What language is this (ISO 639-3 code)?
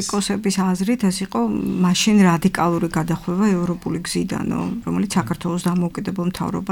kat